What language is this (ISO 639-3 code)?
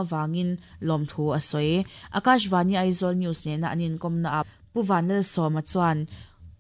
lus